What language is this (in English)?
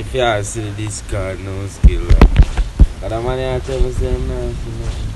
Jamaican Creole English